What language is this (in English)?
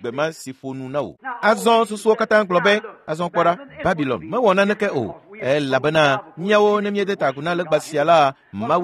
Ewe